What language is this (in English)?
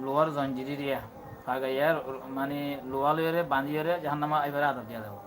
Rohingya